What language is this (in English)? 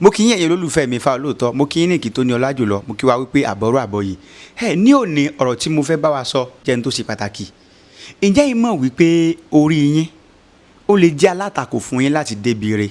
Yoruba